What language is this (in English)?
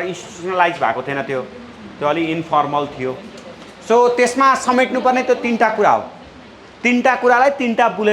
Nepali